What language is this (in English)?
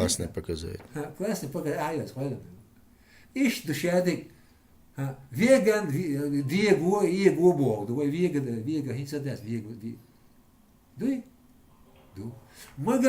Chechen